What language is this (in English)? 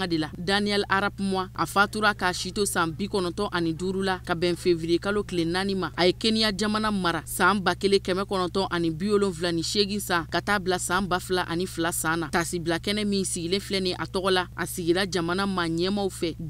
Bambara